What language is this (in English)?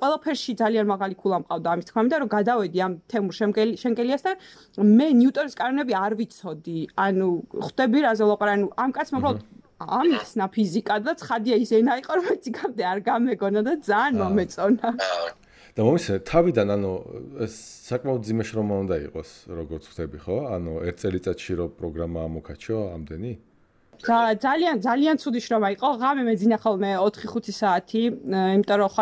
Georgian